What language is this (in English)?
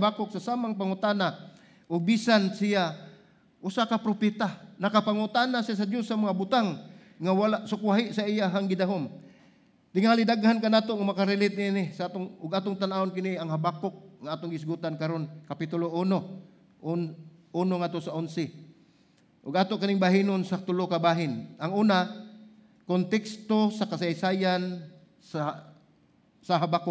Cebuano